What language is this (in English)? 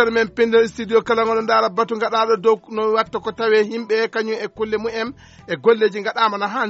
Fula